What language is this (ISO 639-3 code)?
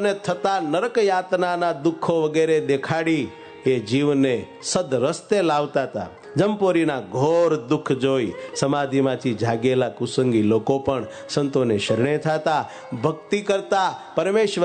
guj